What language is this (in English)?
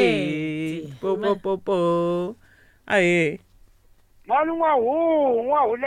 Tsonga